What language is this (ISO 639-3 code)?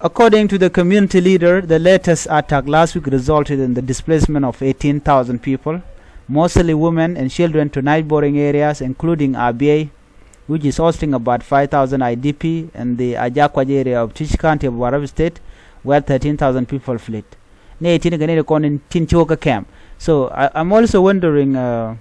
nus